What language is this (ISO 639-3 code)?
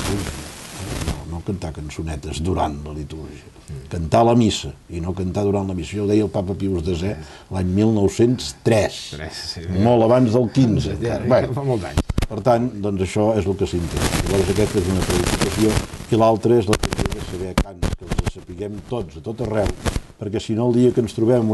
cat